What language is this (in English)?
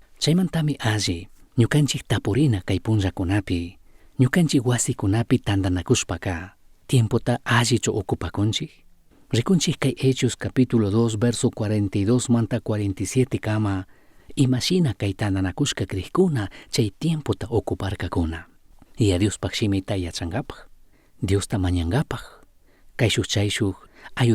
Chimborazo Highland Quichua